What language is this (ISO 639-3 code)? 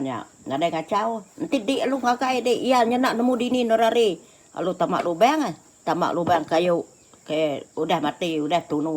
iba